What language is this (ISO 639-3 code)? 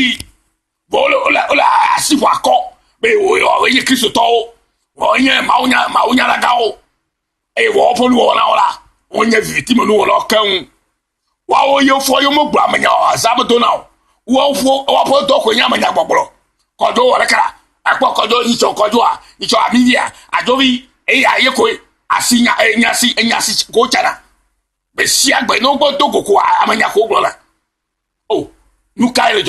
ewe